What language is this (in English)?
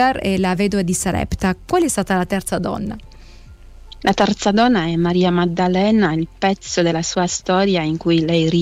Italian